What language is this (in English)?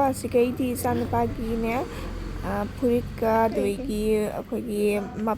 Manipuri